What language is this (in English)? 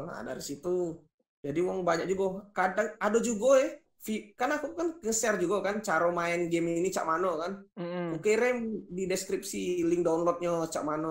Musi